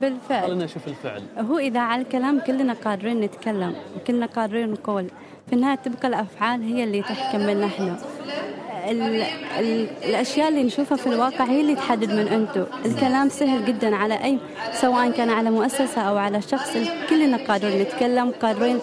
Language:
Gulf Arabic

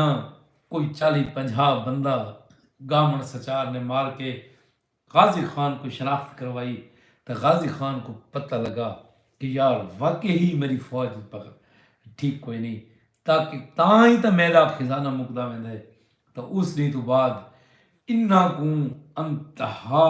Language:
Saraiki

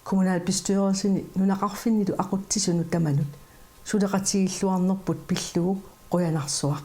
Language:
Kalaallisut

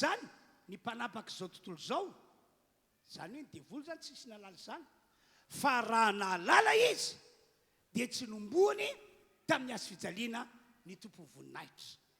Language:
Malagasy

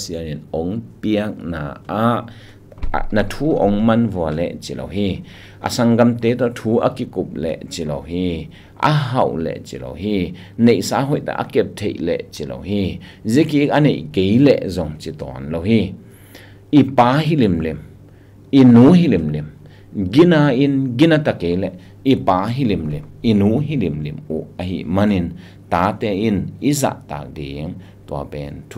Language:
Tedim Chin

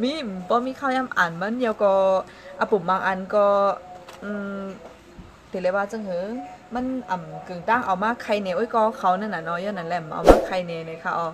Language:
Shan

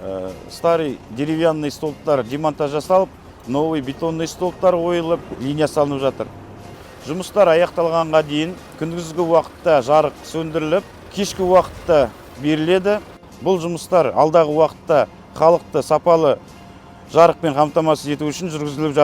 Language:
Kazakh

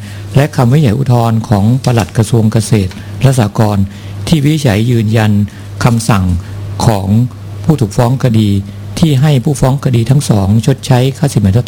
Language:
Thai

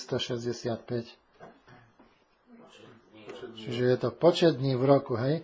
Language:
Slovak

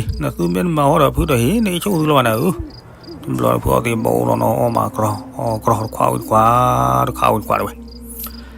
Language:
S'gaw Karen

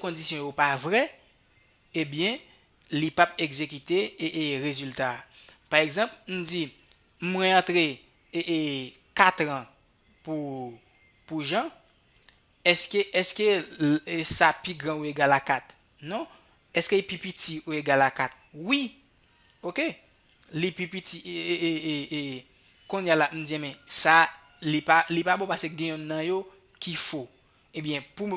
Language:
Haitian Creole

